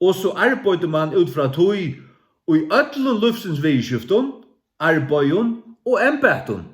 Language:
Faroese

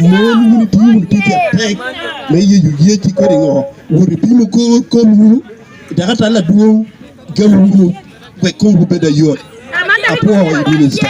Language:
Lango (Uganda)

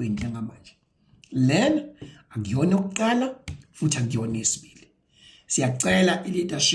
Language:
Zulu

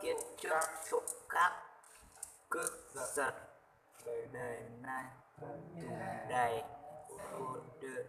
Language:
Hmong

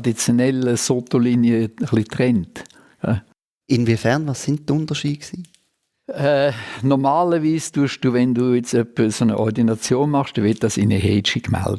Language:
Swiss German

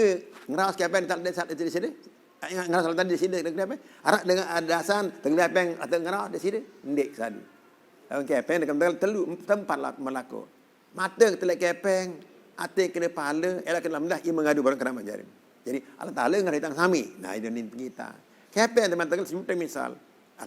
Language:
Sasak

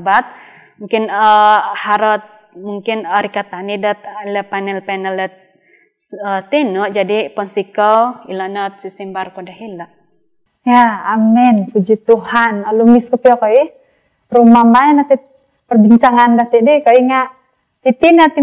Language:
Central Dusun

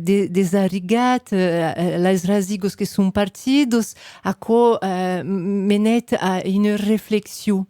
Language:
Occitan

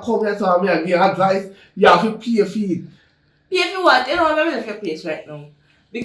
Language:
Jamaican Creole English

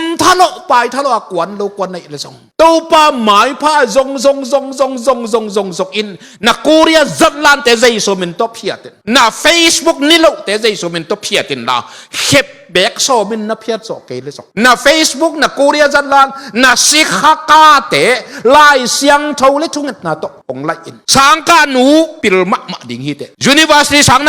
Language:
Tedim Chin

